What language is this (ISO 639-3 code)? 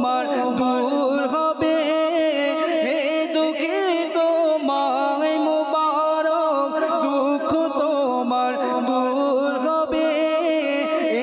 ben